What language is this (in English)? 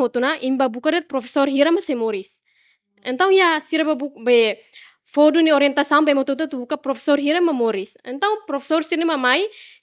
Tetum